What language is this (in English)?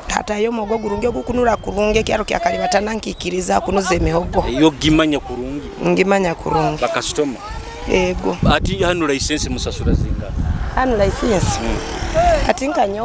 Nyoro